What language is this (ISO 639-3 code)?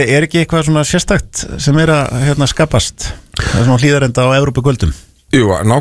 isl